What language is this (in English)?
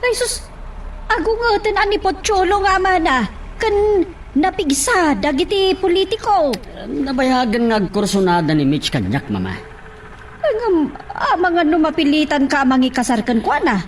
Iloko